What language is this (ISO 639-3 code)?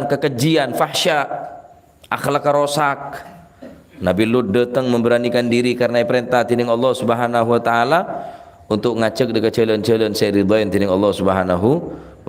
mad